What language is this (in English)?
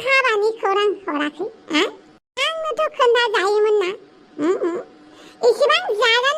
Bodo